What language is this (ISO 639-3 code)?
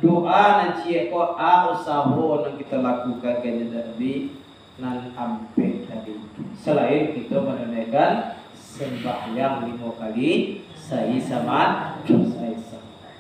min